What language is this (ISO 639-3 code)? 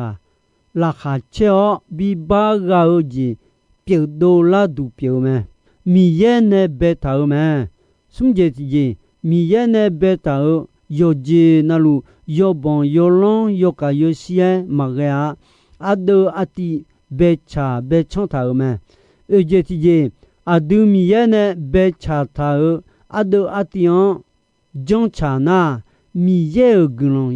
ahk